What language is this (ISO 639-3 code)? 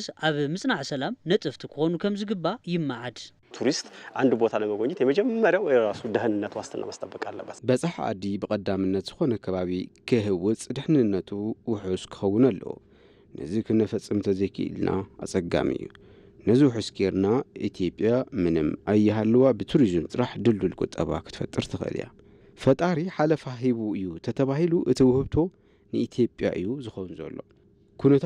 tir